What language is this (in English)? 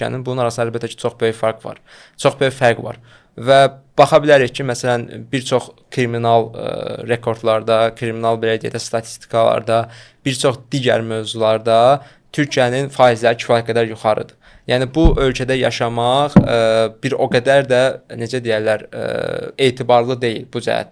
Azerbaijani